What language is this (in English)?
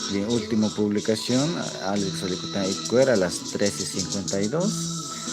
Kekchí